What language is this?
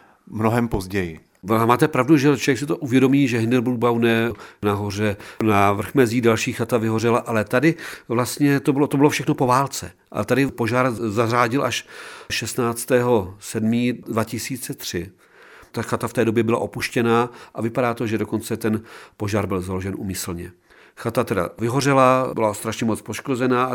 Czech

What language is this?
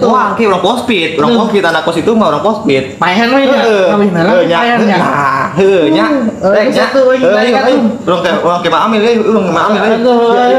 Betawi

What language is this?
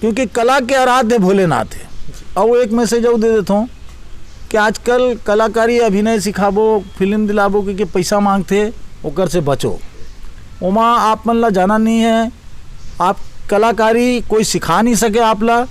Chhattisgarhi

